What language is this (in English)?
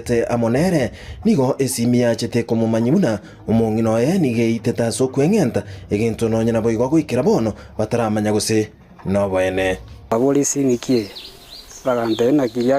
Gusii